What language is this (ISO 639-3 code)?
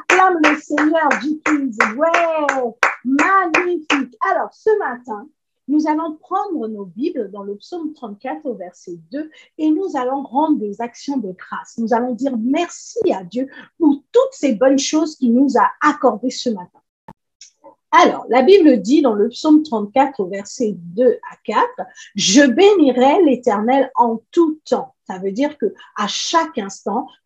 fra